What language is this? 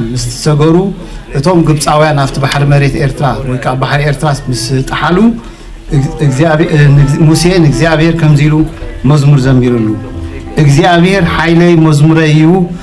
Tigrinya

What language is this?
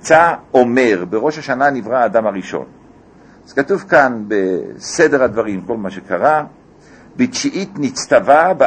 Hebrew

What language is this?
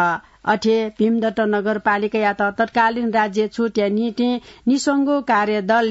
Newari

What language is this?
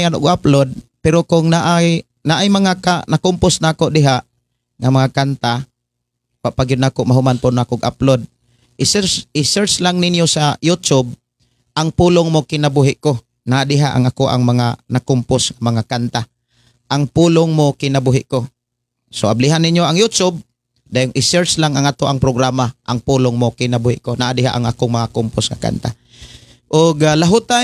Cebuano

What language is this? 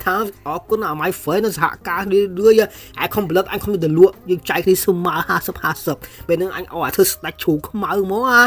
Khmer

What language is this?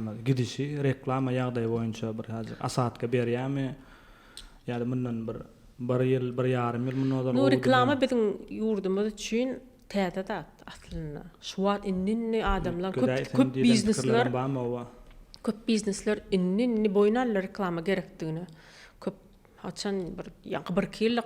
Turkmen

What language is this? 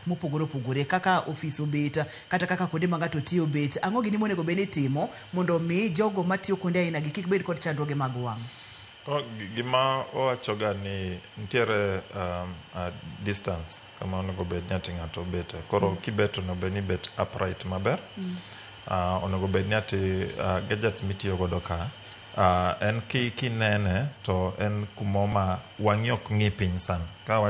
Luo (Kenya and Tanzania)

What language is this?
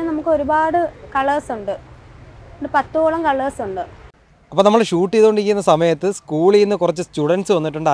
Malayalam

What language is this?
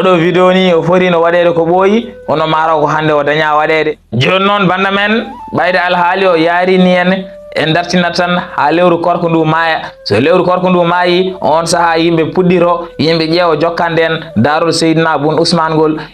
Fula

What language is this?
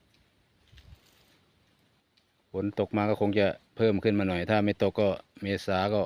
Lao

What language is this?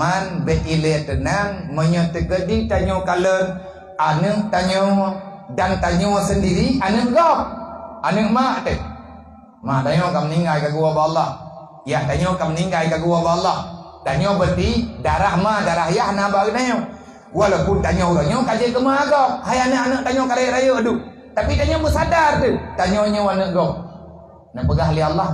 Achinese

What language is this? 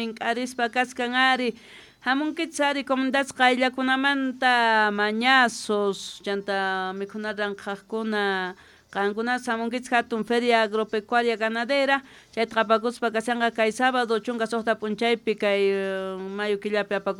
South Bolivian Quechua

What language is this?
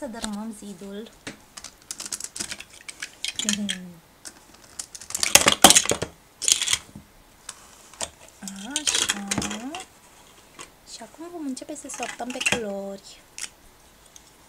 Romanian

